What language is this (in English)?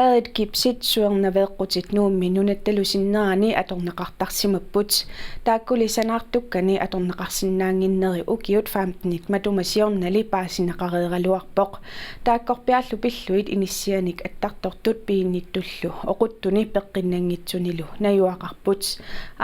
Kalaallisut